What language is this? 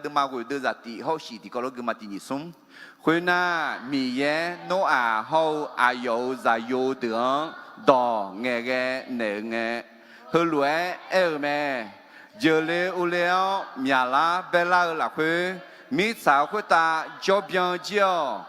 Akha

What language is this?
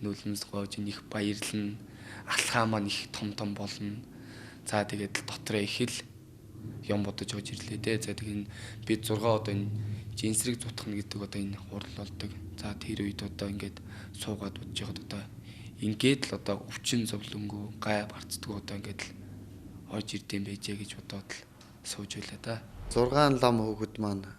Mongolian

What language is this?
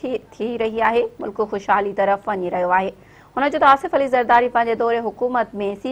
Sindhi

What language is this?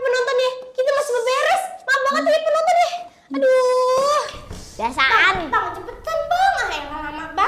Betawi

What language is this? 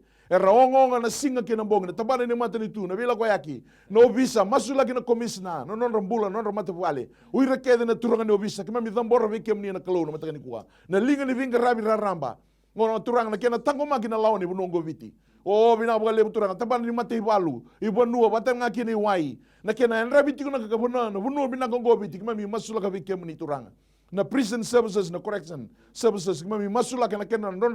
Fijian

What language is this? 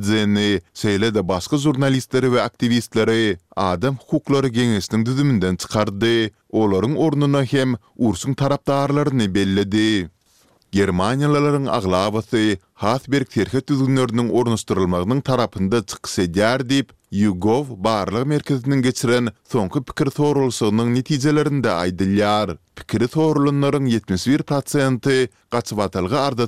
Turkmen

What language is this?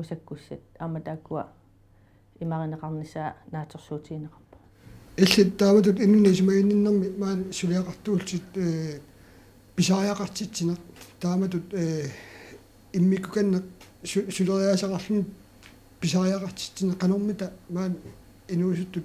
Kalaallisut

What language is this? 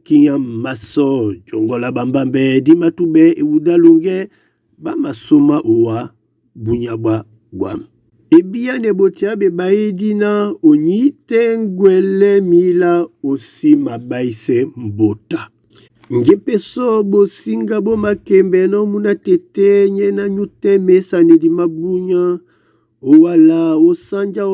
Duala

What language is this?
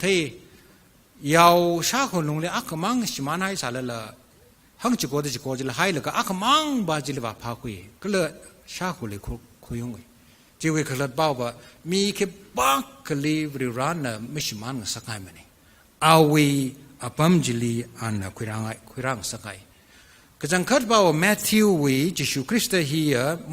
Tangkhul Naga (India)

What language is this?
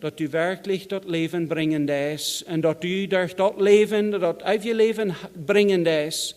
Plautdietsch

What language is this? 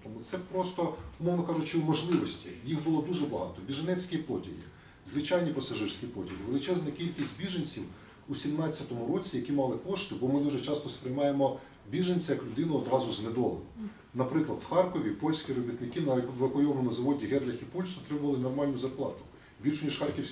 Ukrainian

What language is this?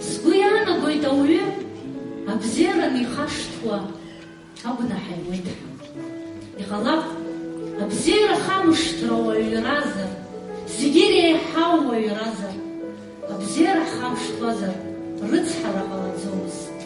Abkhazian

